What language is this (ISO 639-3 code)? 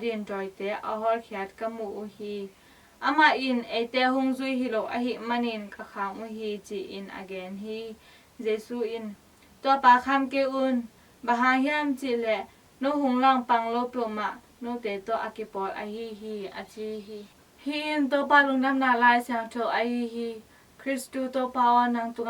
ctd